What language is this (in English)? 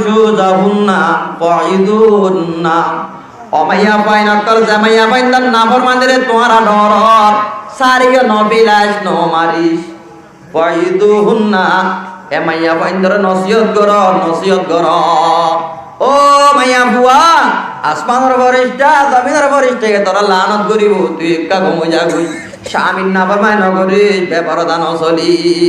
Rohingya